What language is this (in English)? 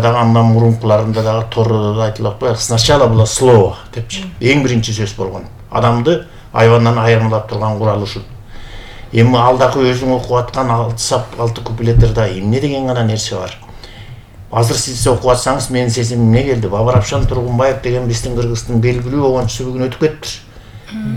Kyrgyz